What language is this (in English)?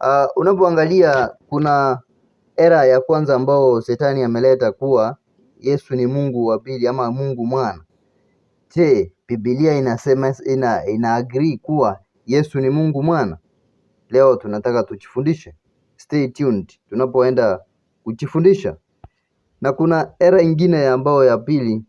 Swahili